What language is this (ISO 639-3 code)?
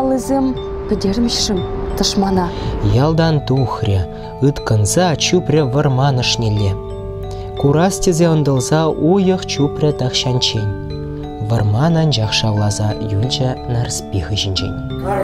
chv